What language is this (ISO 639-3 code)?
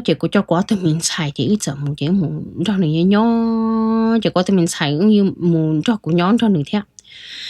hmn